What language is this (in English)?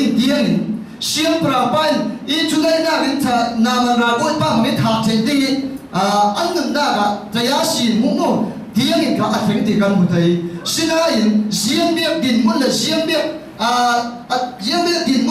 Falam Chin